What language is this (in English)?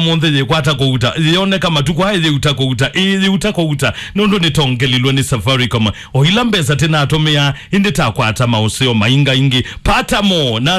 Kamba